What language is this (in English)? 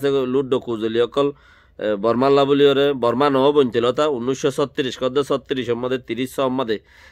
Rohingya